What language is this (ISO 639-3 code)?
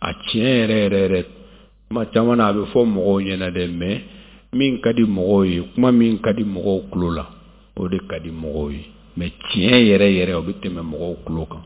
bam